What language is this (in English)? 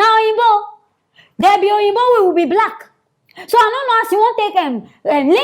Nigerian Pidgin